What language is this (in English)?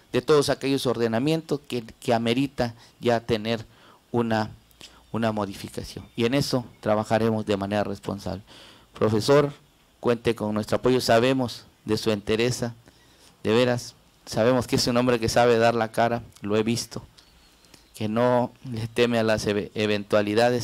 Spanish